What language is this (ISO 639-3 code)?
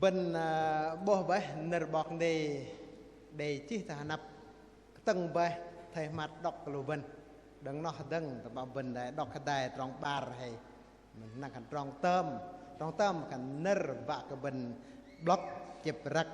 bdq